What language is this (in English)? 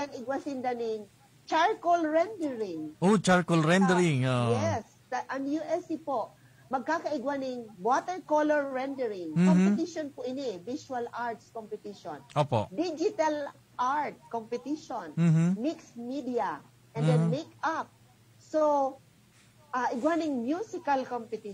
Bikol